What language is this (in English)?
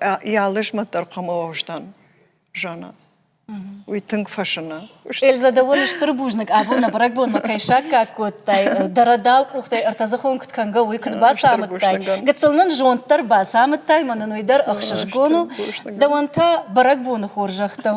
Ossetic